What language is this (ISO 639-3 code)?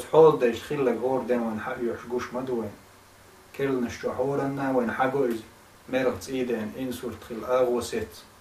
che